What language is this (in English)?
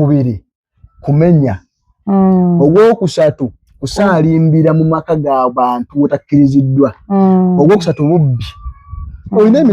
Ganda